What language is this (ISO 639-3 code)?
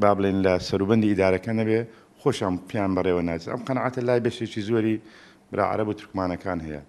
ckb